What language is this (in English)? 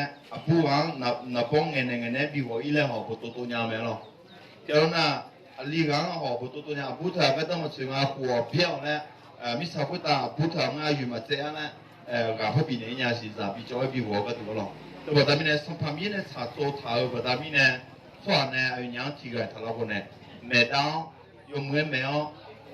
Akha